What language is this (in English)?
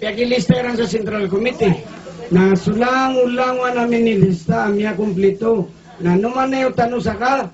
Maranao